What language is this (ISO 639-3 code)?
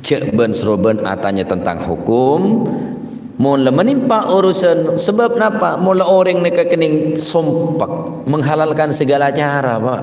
mad